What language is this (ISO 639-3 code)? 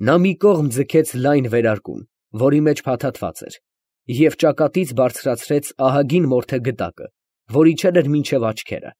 hye